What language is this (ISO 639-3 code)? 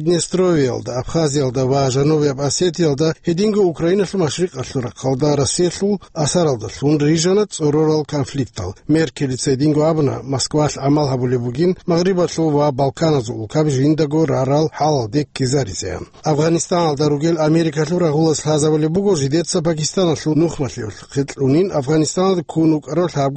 ava